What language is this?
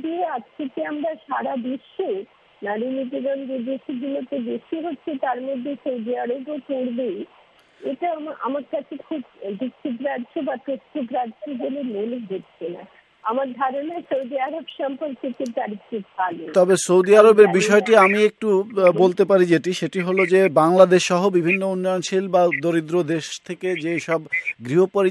Bangla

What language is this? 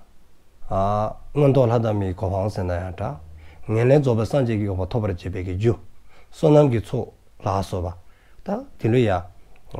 Dzongkha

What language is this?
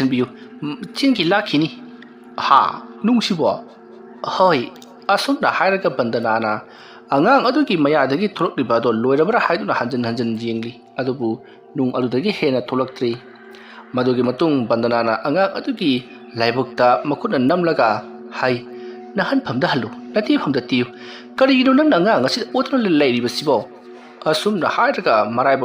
Manipuri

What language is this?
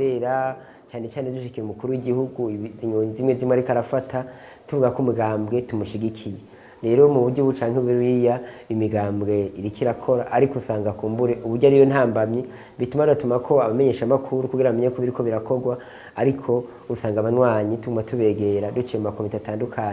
Rundi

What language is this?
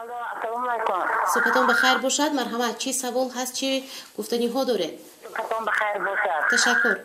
Tajik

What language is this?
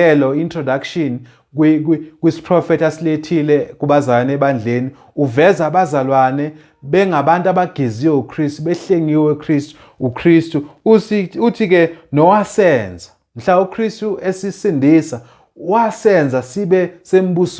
Zulu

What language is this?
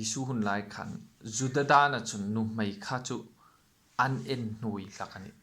Hmar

